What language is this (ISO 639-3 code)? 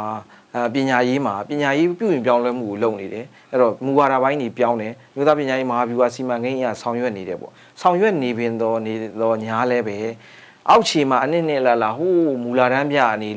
mya